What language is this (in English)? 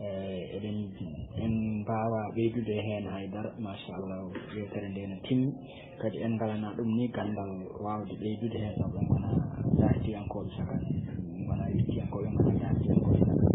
Fula